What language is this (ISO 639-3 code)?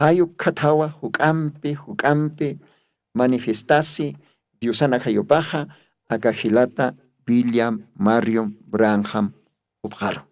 aym